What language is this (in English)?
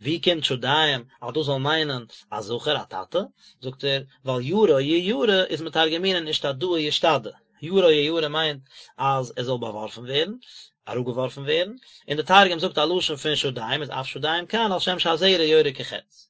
Yiddish